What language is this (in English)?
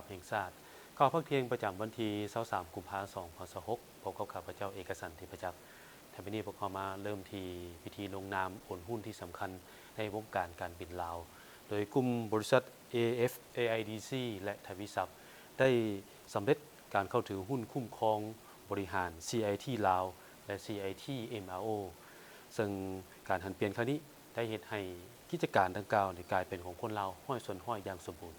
Lao